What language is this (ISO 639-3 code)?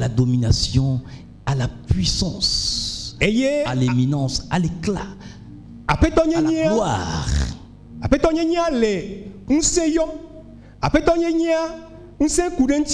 ewe